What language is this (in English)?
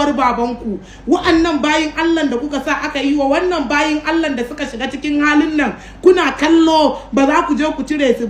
Hausa